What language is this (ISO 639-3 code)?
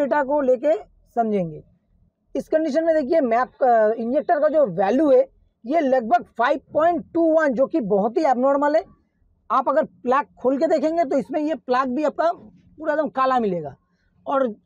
hin